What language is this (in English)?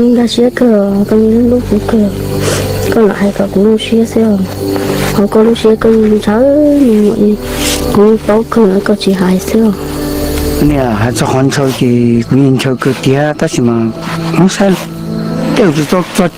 Hmong